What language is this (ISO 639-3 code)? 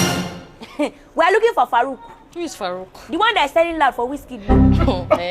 pcm